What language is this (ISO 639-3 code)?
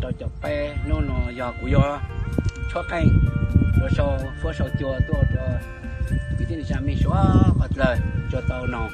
hmn